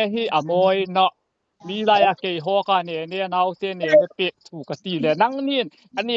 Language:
Hmar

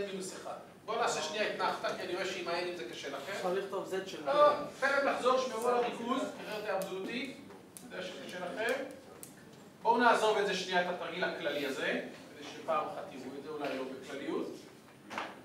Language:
Hebrew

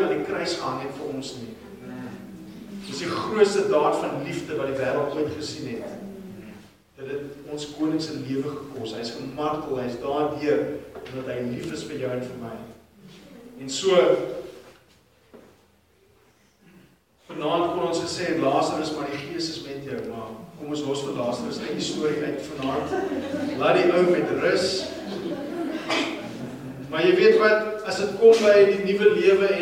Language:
Afrikaans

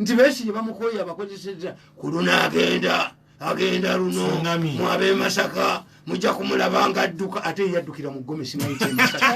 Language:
Ganda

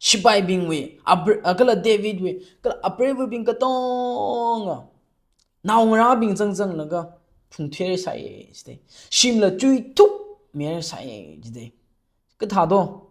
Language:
Tangkhul Naga (India)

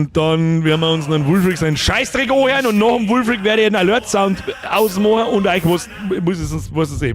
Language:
Bavarian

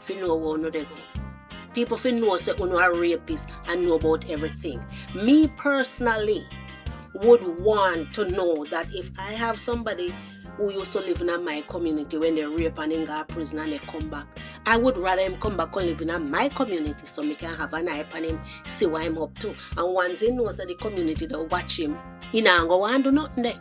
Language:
Jamaican Creole English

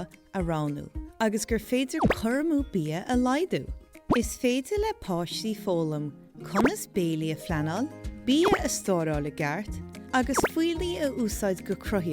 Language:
Irish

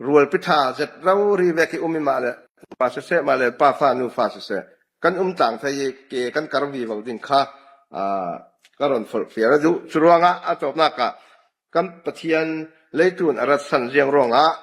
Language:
Falam Chin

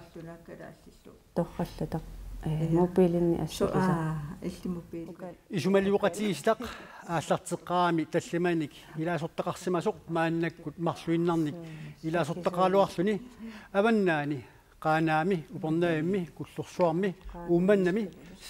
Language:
Kalaallisut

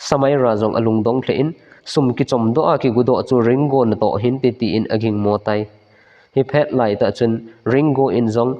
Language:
Thado Chin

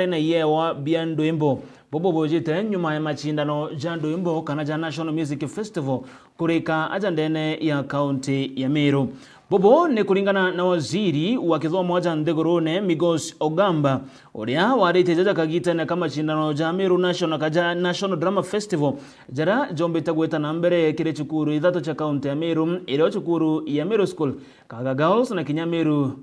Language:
Meru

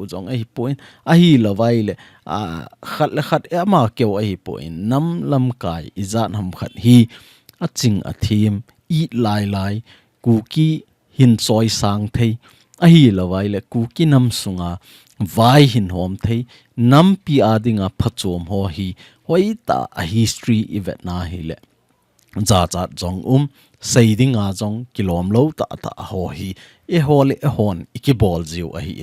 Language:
Thado Chin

